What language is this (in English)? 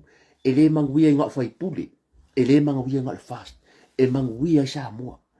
Samoan